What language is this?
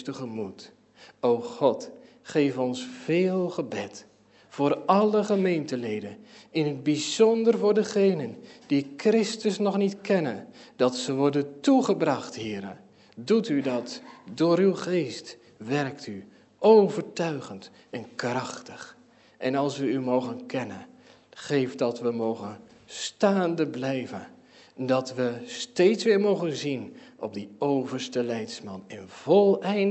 Dutch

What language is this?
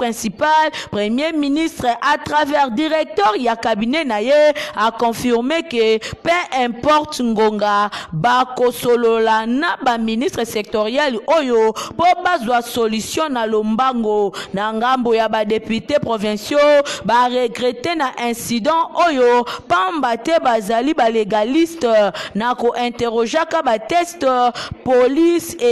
Lingala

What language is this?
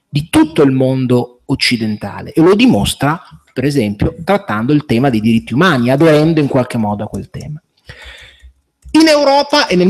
Italian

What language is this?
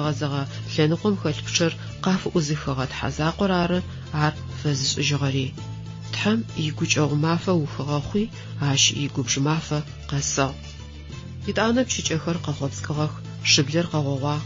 Adyghe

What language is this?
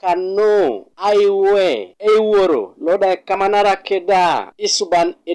Teso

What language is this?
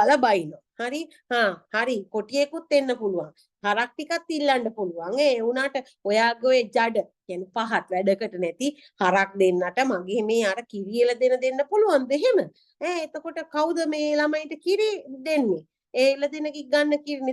Sinhala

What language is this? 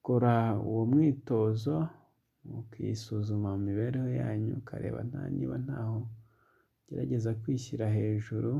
Kinyarwanda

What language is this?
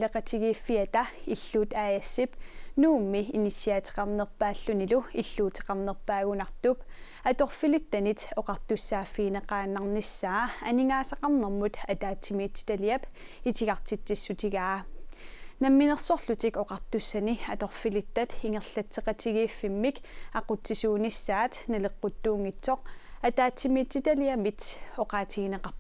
Kalaallisut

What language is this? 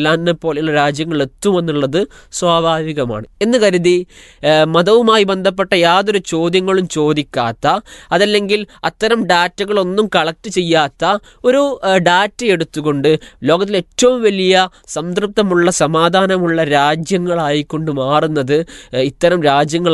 Malayalam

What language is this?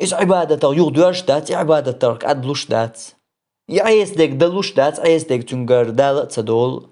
Chechen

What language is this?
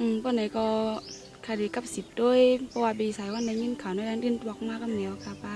Shan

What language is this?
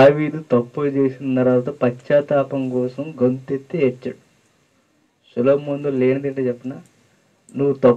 Telugu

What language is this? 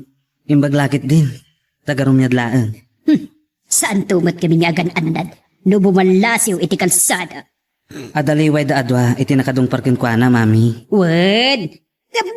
Iloko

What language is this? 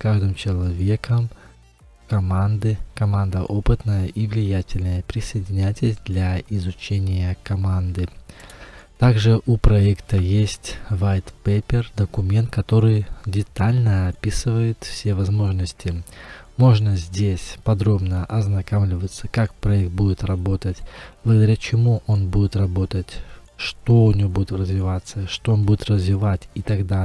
Russian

